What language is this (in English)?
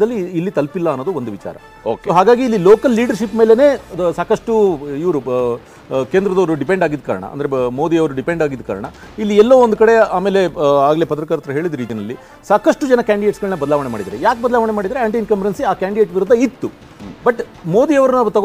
Kannada